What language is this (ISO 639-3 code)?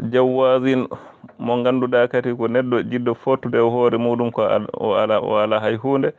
ful